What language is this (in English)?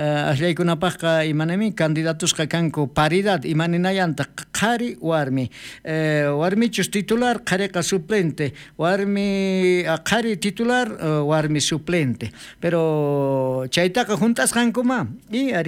South Bolivian Quechua